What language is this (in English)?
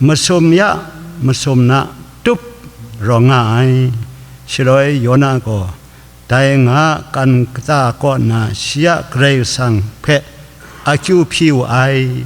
Kachin